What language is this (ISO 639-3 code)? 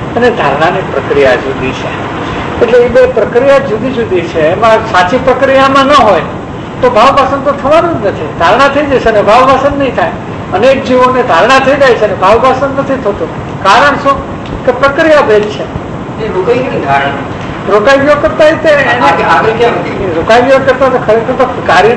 guj